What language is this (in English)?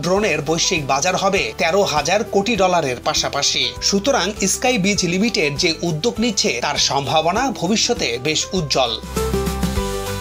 Bangla